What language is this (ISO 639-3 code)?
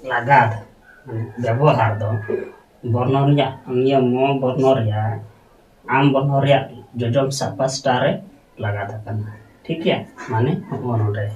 sat